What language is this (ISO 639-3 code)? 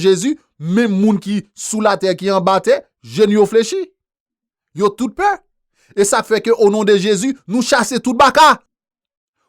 hat